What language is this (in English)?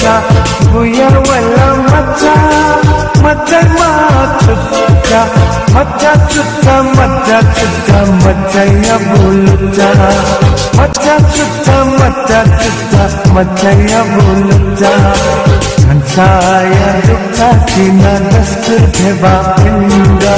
Newari